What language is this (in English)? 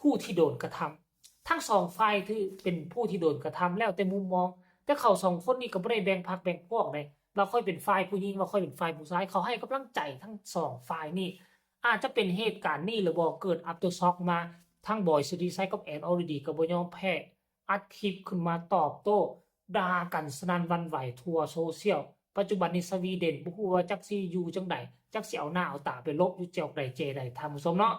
Lao